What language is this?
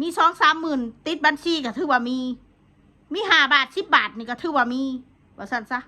Northeastern Thai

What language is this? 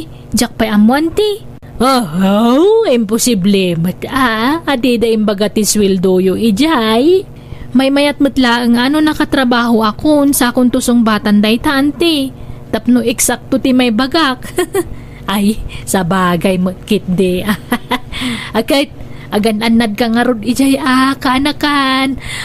Iloko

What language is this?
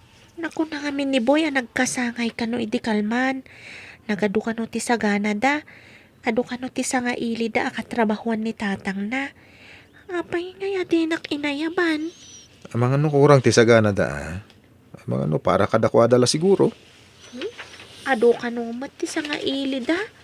Iloko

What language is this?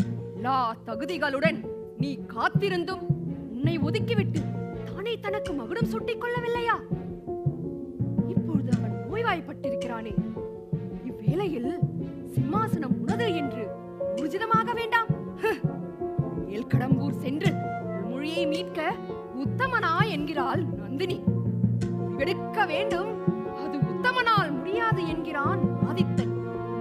Tamil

